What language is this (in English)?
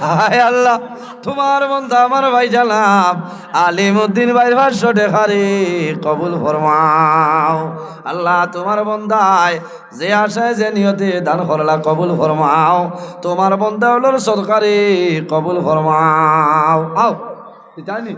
Sylheti